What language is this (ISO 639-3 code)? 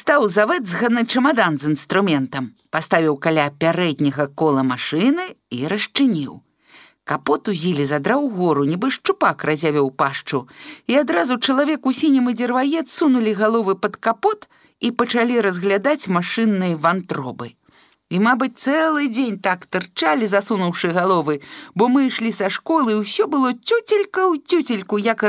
bel